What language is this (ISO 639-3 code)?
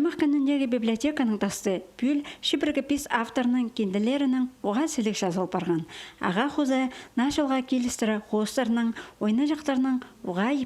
kjh